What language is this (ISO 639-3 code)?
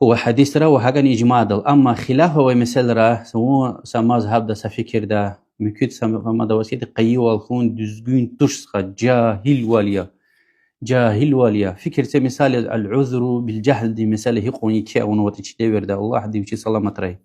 lez